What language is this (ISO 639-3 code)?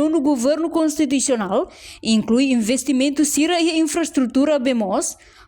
tet